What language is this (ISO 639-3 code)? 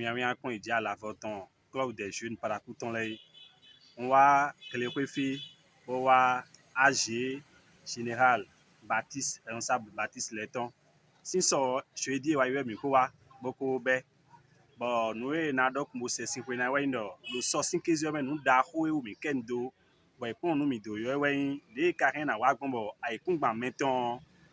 fon